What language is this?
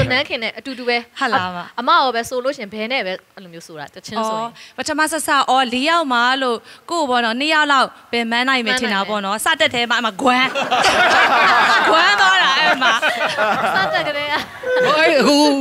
Burmese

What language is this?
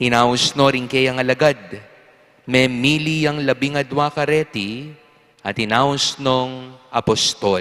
Pampanga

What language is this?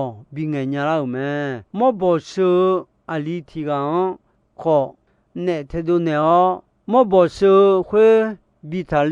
Akha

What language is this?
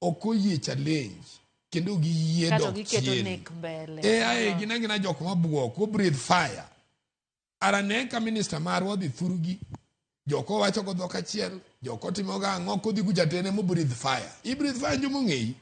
Luo (Kenya and Tanzania)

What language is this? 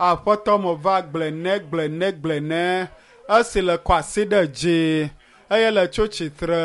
Ewe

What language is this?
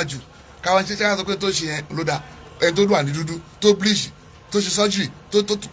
Yoruba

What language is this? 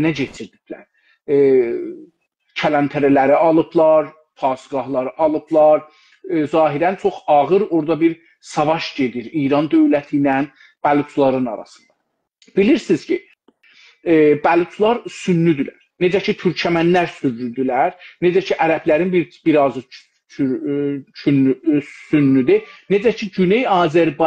South Azerbaijani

